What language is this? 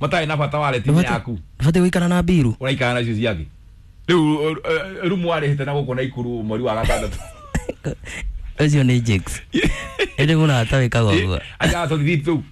Kikuyu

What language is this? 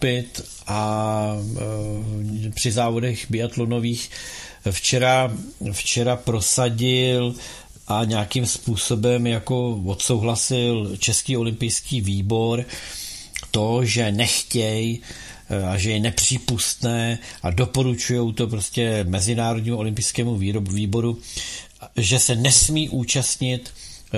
Czech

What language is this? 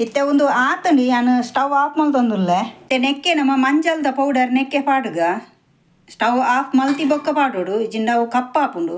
Tulu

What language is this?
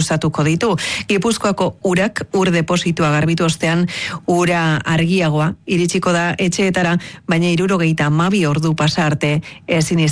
Basque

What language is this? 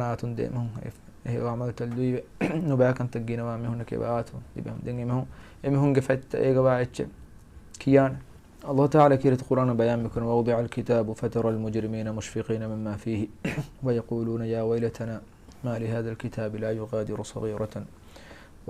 Divehi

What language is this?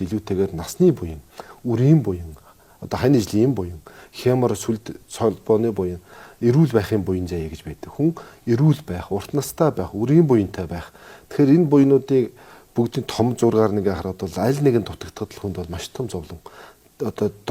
Mongolian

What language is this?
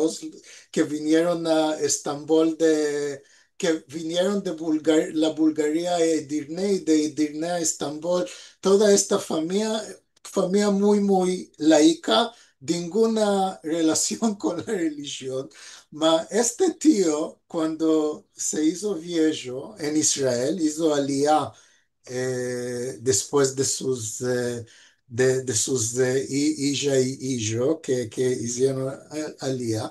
Ladino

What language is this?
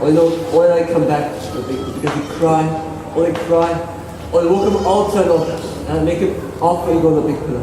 Tok Pisin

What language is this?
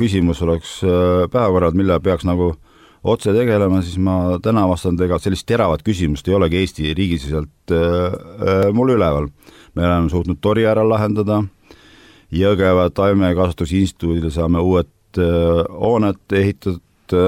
Estonian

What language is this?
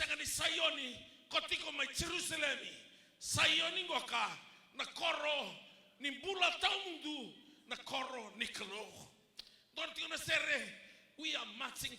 Fijian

